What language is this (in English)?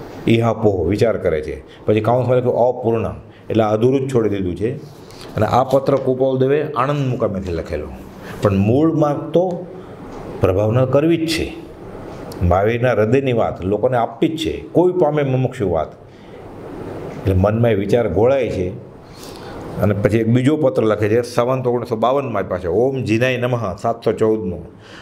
Gujarati